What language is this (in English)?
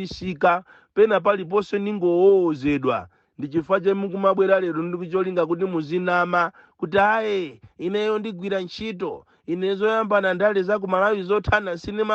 Nyanja